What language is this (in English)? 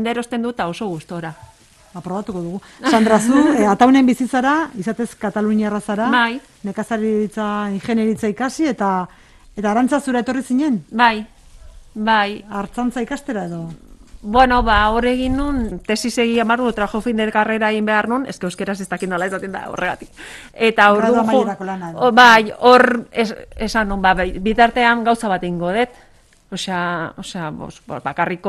Basque